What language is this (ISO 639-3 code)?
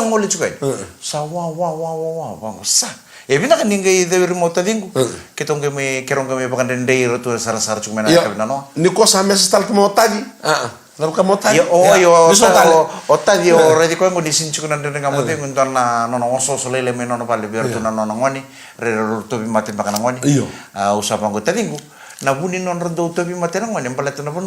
fij